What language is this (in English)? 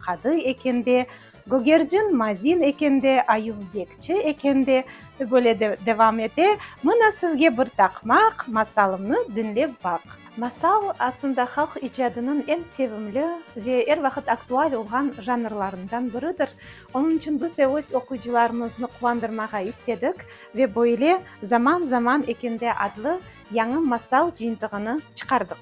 Crimean Tatar